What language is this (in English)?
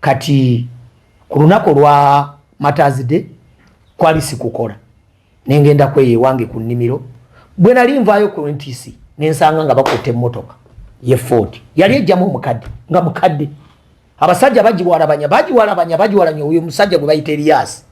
Ganda